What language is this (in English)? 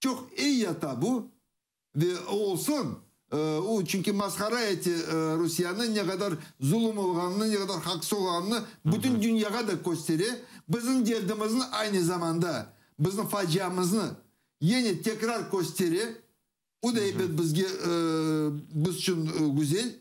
Crimean Tatar